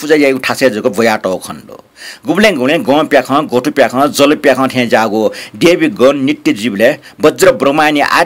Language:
Newari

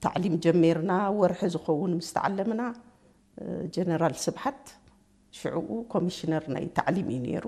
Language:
Tigrinya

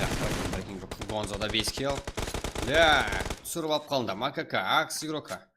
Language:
Kara-Kalpak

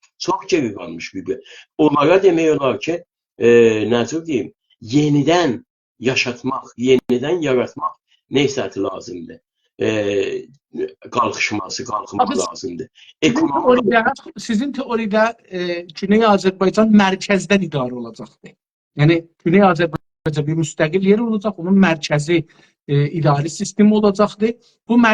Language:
South Azerbaijani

